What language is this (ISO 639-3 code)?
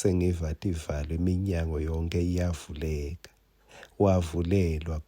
ssw